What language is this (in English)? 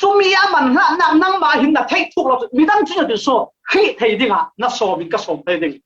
Falam Chin